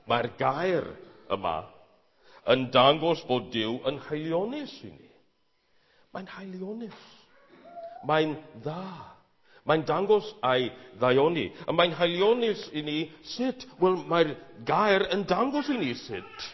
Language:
Welsh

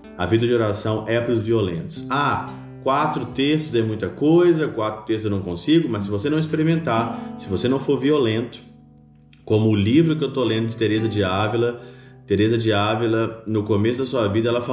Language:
Portuguese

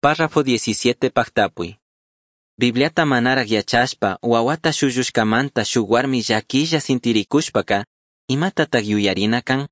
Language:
Chimborazo Highland Quichua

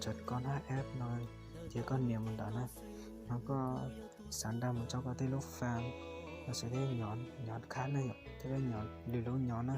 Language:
Hmong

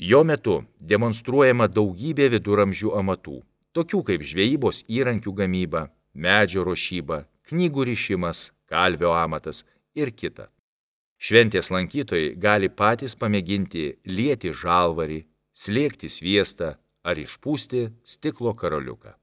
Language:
Lithuanian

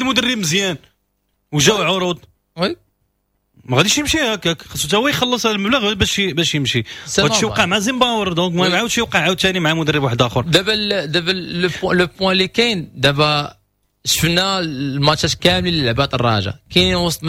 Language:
Moroccan Arabic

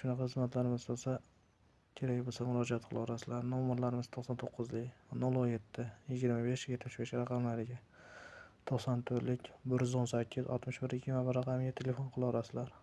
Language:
Uzbek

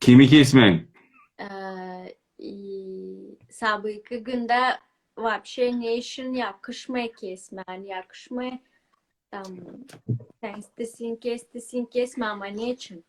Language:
Crimean Tatar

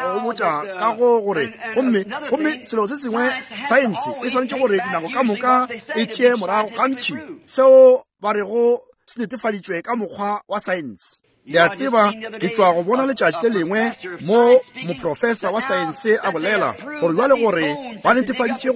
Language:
Northern Sotho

